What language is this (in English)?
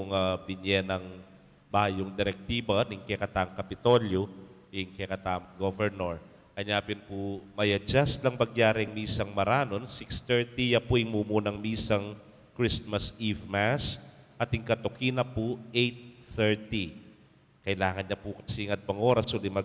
Pampanga